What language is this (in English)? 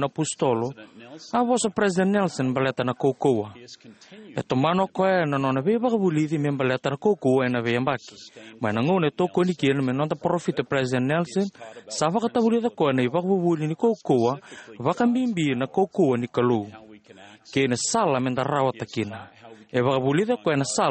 Fijian